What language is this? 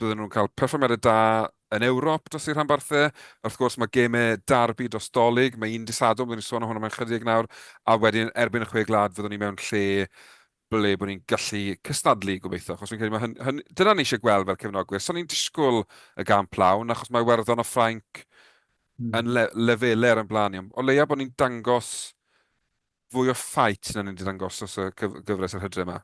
Welsh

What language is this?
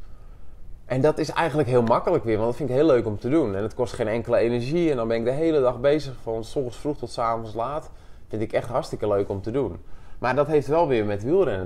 Dutch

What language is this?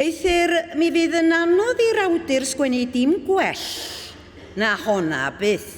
Welsh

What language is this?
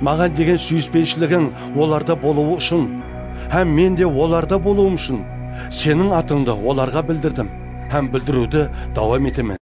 Kara-Kalpak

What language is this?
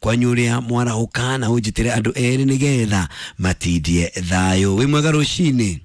Kikuyu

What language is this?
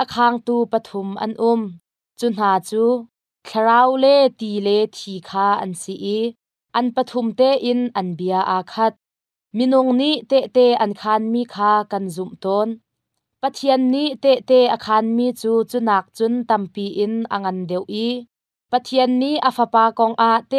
Hakha Chin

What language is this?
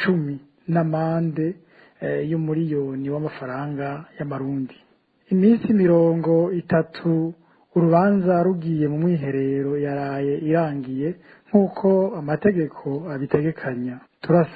Rundi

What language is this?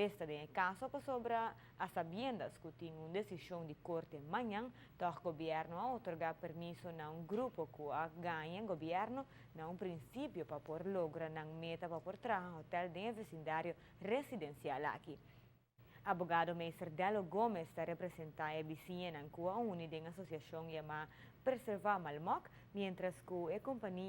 Papiamento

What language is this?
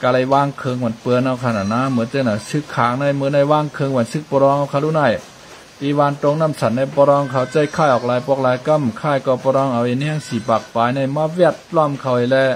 Shan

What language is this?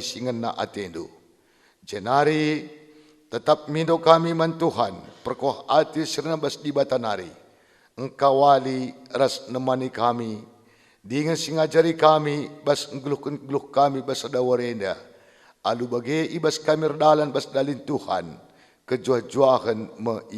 Batak Karo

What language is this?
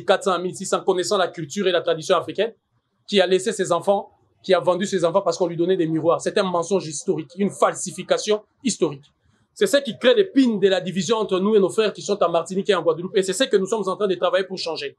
French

